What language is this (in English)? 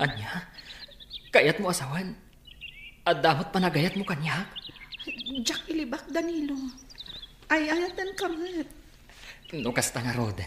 Iloko